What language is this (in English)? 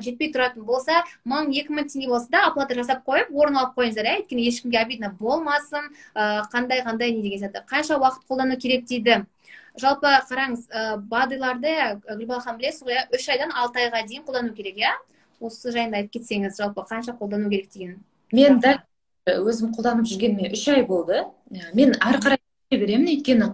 Kazakh